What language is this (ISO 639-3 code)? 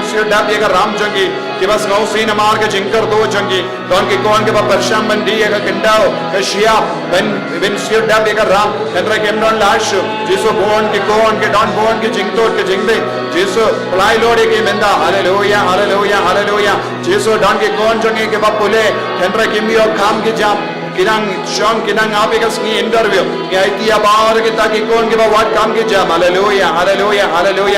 kha